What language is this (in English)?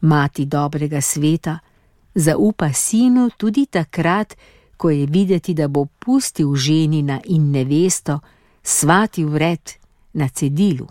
Slovenian